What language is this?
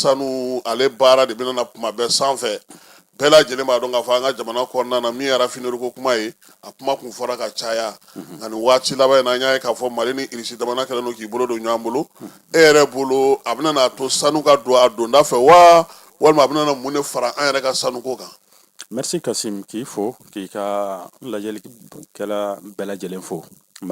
Bambara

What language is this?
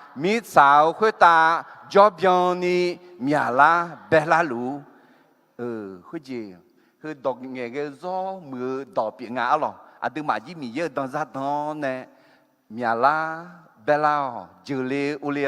Akha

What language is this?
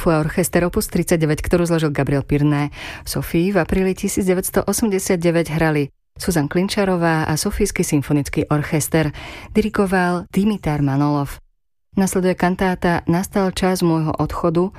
Slovak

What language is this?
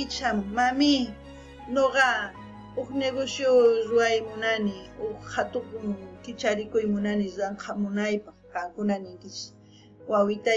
South Bolivian Quechua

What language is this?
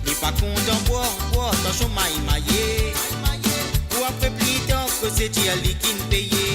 Morisyen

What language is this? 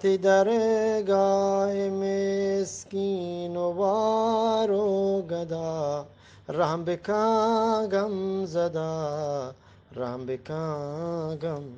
Eastern Balochi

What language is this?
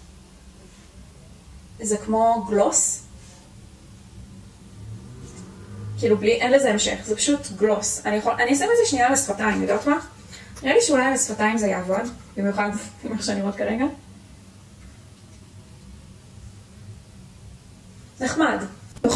Hebrew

